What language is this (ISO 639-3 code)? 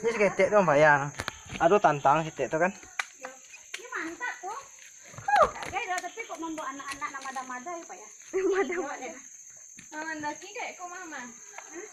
min